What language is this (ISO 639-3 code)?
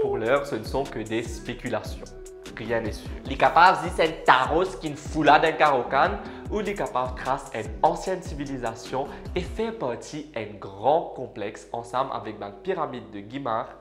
mfe